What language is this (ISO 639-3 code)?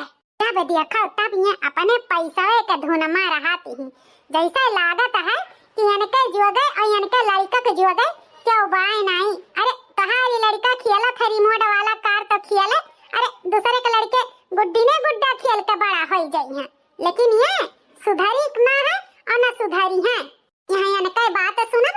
awa